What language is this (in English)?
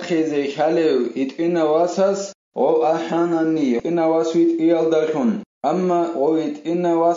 Avaric